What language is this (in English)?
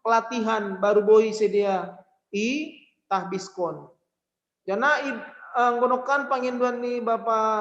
Batak Simalungun